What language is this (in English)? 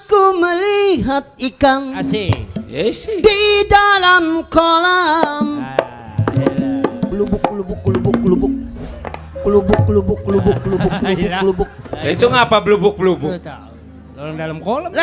Betawi